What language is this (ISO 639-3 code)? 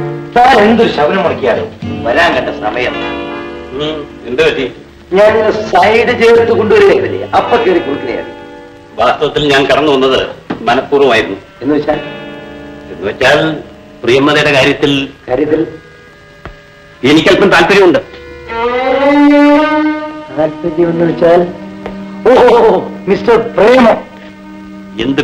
mal